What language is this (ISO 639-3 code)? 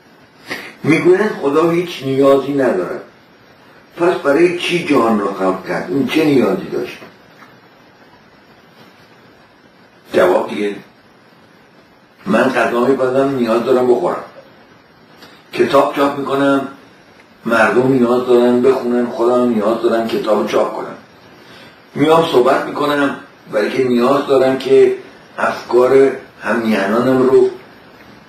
fas